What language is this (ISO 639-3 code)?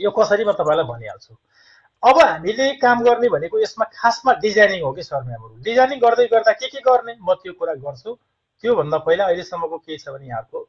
nep